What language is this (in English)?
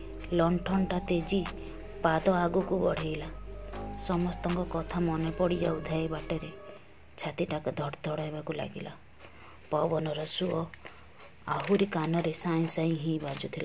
Odia